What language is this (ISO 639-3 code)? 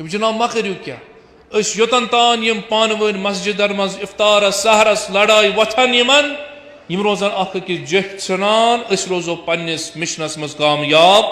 kas